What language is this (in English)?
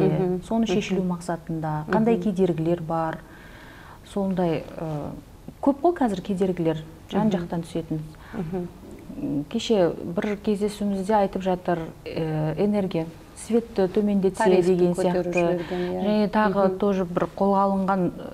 Kazakh